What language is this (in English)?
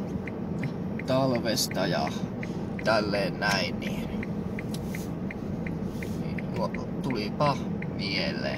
Finnish